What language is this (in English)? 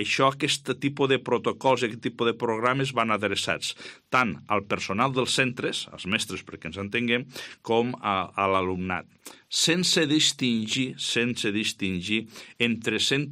Catalan